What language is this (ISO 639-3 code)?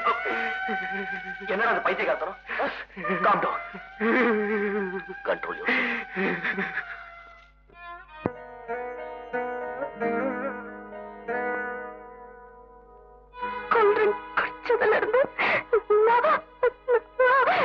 tam